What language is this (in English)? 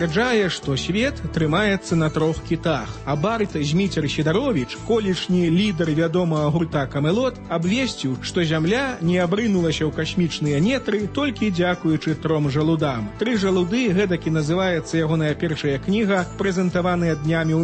Belarusian